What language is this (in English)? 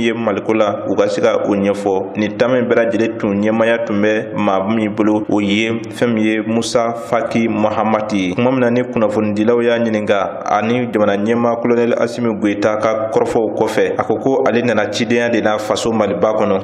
Bambara